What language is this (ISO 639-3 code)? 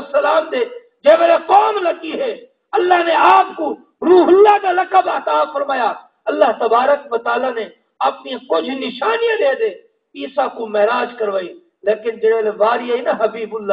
skr